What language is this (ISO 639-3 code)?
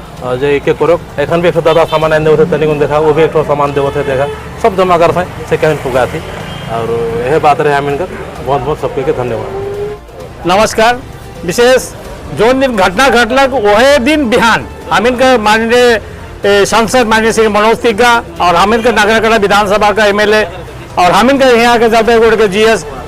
sck